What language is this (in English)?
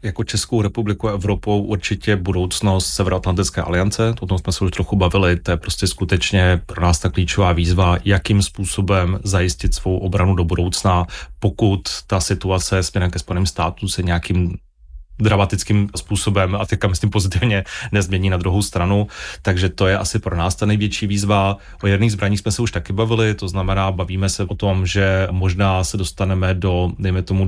Czech